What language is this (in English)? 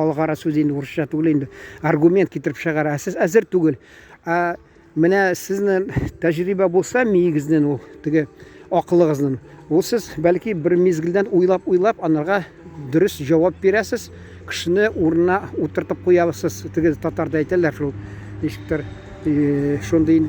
Tatar